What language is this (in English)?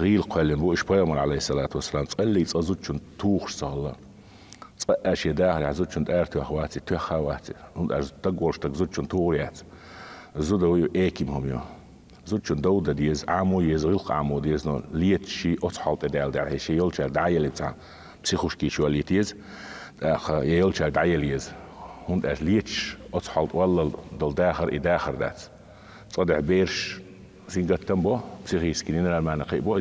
Chechen